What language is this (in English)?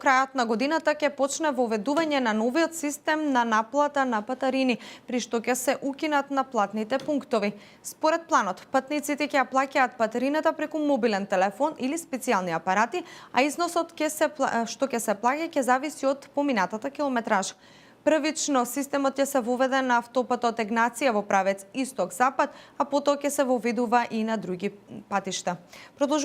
Macedonian